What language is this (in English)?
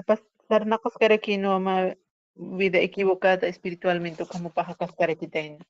Aymara